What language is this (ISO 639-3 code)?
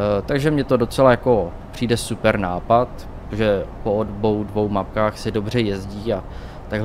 ces